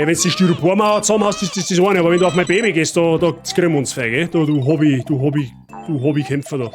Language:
Bavarian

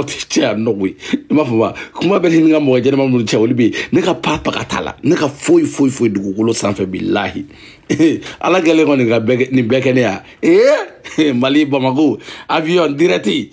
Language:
Bambara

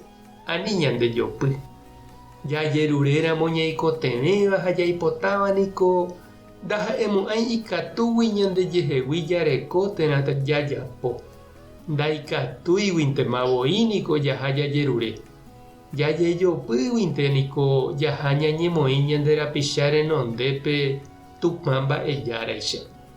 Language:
Guarani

